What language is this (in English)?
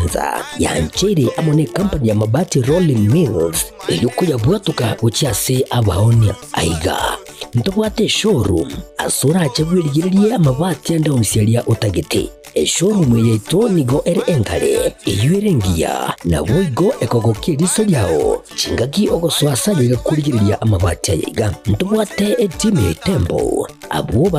Gusii